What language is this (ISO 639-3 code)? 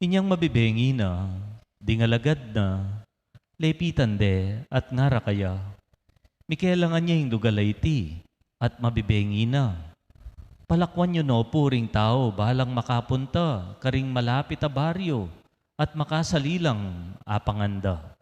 pam